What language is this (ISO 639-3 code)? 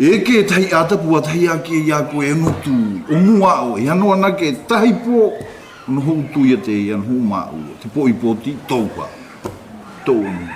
mqm